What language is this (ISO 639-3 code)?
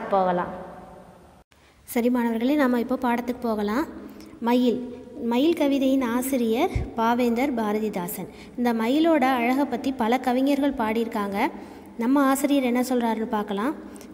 tam